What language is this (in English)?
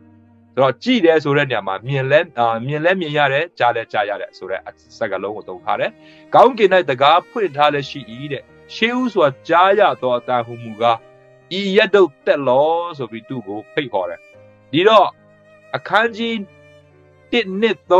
Burmese